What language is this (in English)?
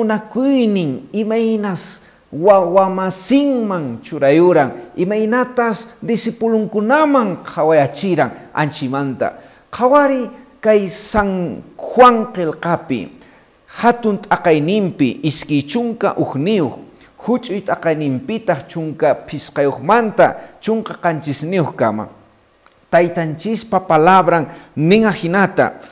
Quechua